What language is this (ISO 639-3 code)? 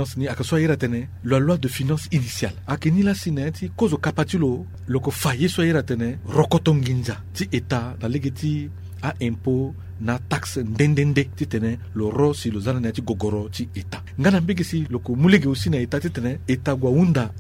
sag